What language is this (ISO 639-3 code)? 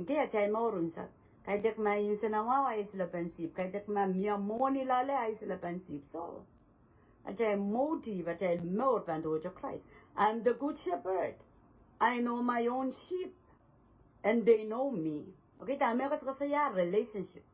pon